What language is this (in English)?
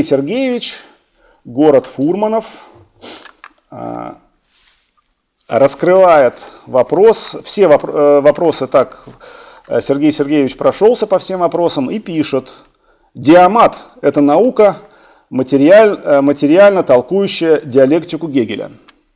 Russian